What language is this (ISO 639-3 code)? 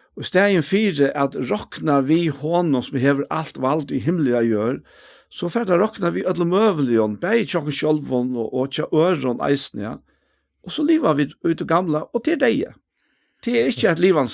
fao